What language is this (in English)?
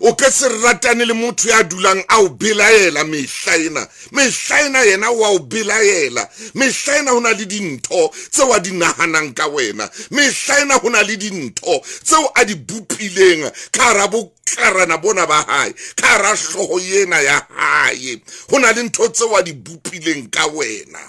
Southern Sotho